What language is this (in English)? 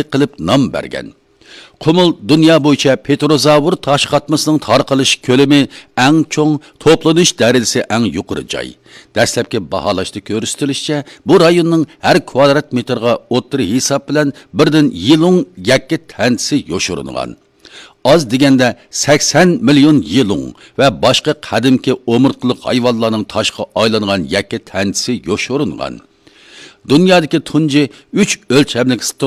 Uyghur